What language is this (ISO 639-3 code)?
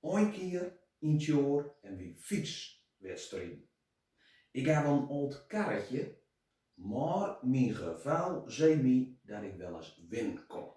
gos